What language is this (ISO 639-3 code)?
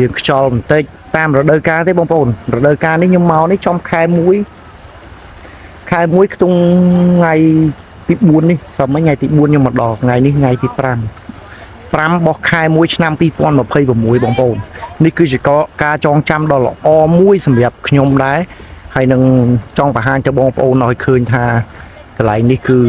khm